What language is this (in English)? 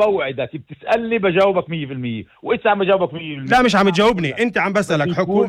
North Levantine Arabic